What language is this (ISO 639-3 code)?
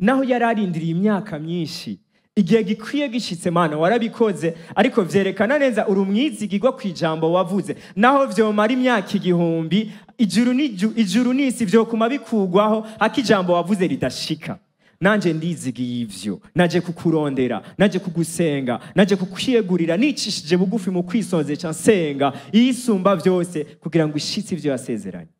run